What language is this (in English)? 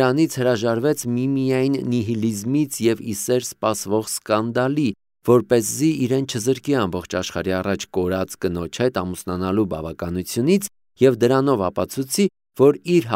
Armenian